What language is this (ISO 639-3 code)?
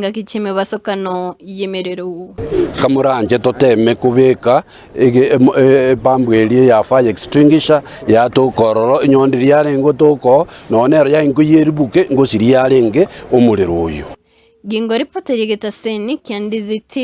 guz